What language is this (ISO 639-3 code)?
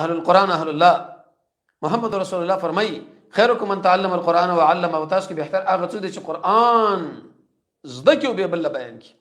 pus